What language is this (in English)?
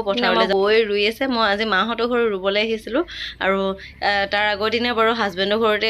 Assamese